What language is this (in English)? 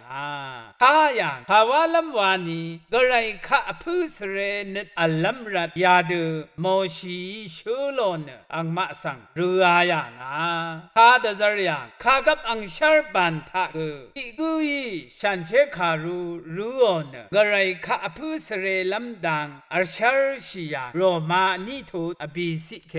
Rawang